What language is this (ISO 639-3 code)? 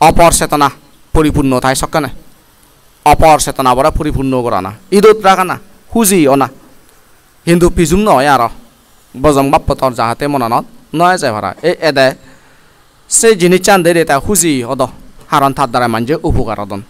ccp